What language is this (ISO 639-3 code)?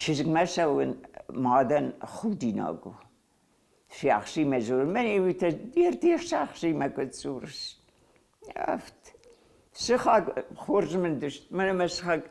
oss